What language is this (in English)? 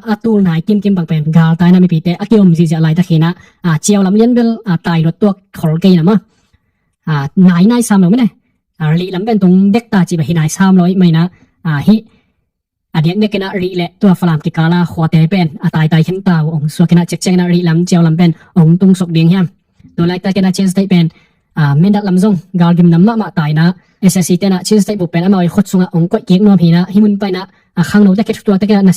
Tedim Chin